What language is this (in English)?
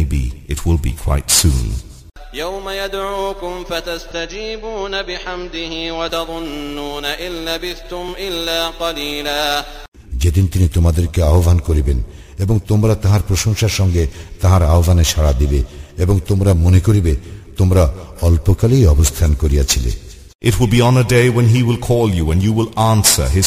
Bangla